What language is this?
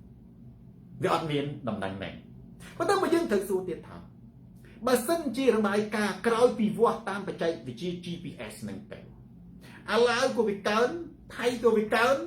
Khmer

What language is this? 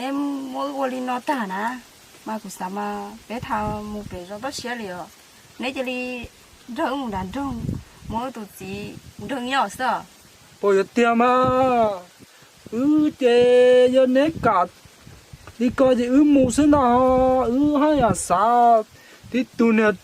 Hmong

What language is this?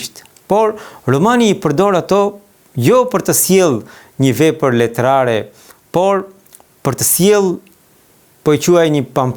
Albanian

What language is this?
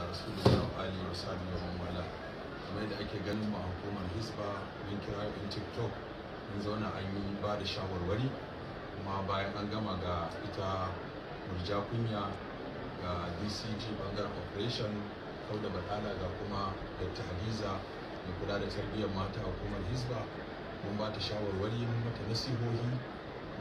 Hausa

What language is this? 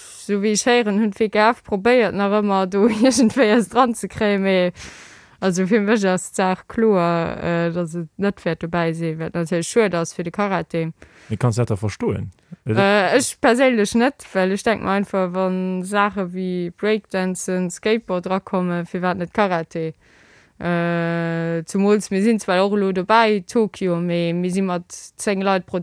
Luxembourgish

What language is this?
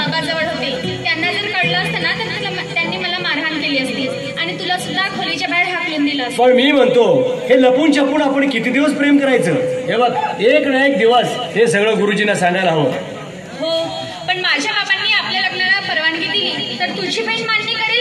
Marathi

